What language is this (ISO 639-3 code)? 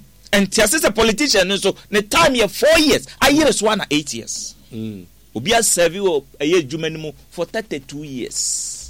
aka